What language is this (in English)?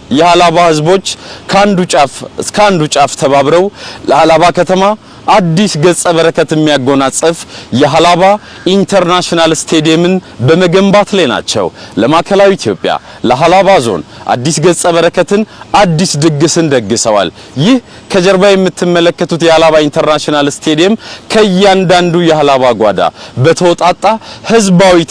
Amharic